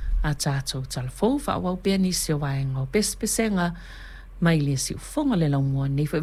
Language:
Samoan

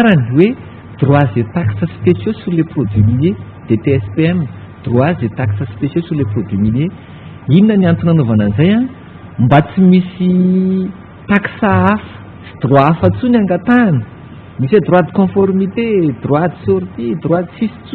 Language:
Malagasy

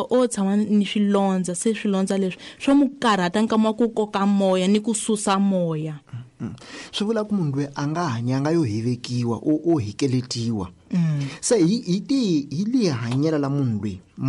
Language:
Tsonga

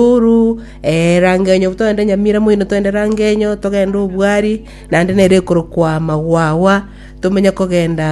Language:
Gusii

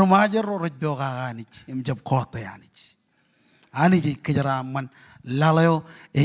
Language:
Marshallese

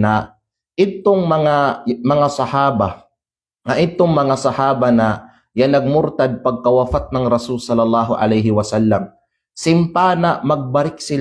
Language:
Kalagan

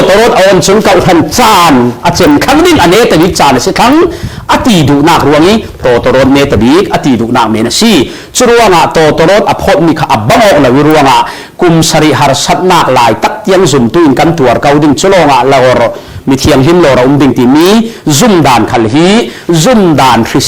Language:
Falam Chin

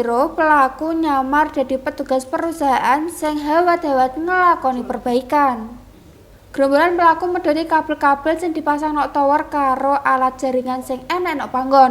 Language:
Javanese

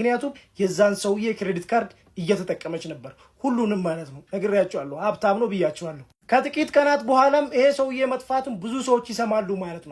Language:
Amharic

